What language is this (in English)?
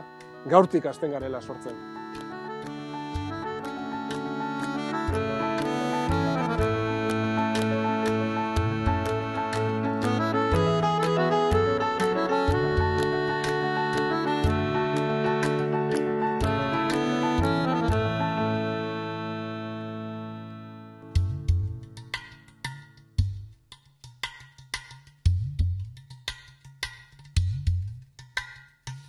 Basque